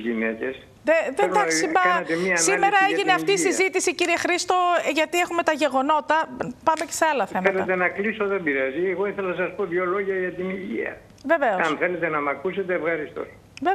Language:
Greek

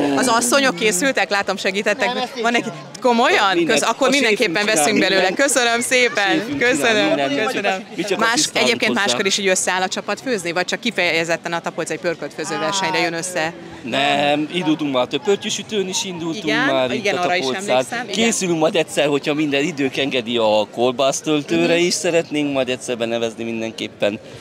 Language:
Hungarian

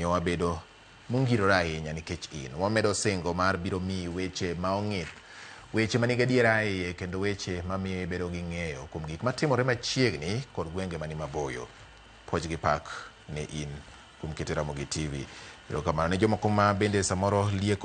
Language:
Luo (Kenya and Tanzania)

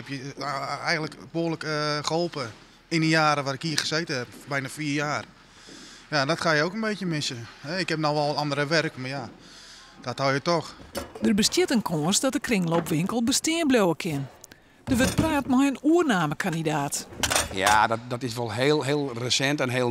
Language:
Western Frisian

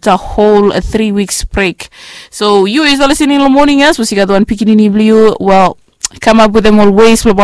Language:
Bislama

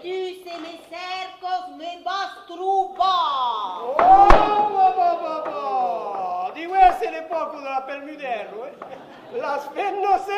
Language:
Occitan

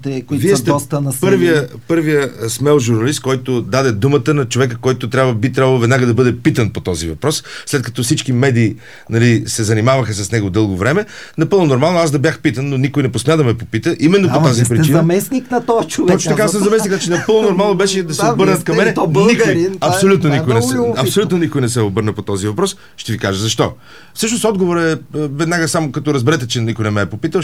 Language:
Bulgarian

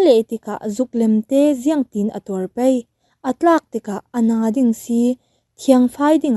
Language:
Falam Chin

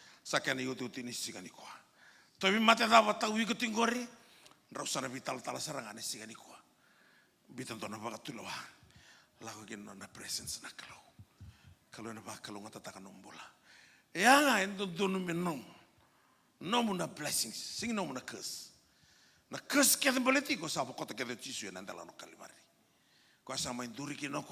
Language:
Fijian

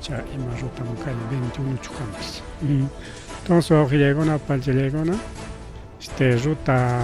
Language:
Ayacucho Quechua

